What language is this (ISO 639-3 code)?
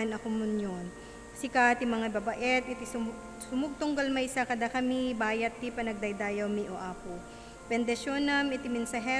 ilo